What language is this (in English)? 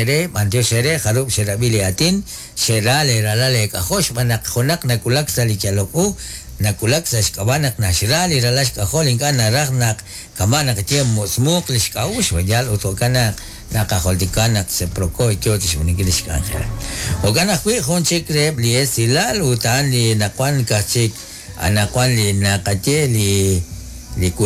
Kekchí